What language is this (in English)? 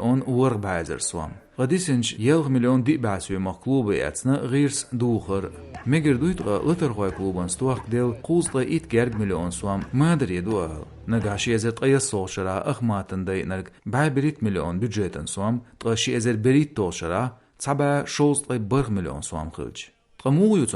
Chechen